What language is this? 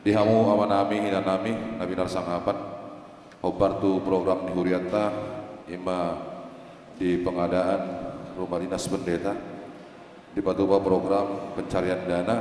Batak Toba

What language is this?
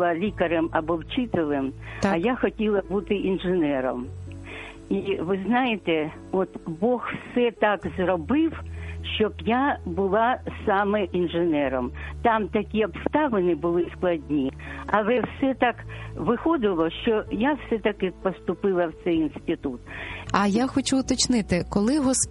Ukrainian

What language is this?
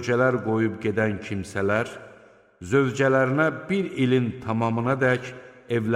Azerbaijani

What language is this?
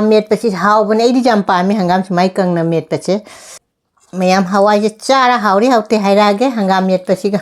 Manipuri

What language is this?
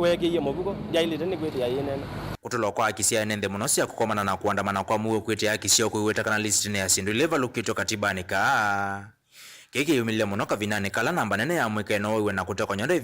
Kamba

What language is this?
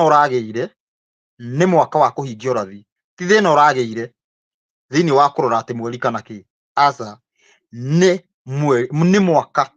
Kikuyu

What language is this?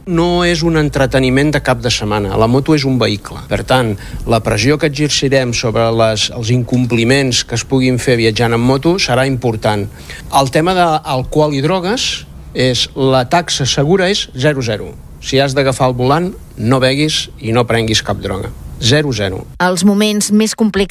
Catalan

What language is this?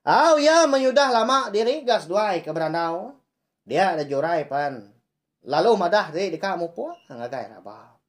Iban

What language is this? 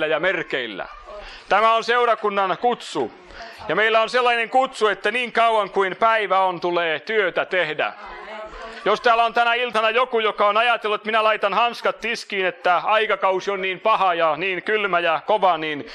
Finnish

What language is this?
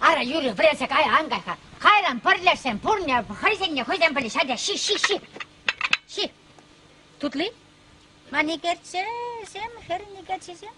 Chuvash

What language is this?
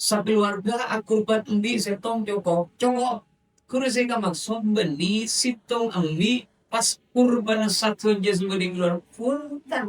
Madurese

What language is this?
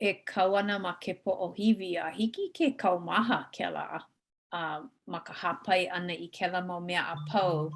Hawaiian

